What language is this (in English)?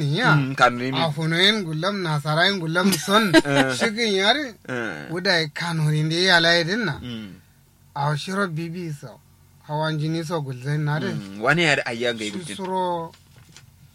Kanuri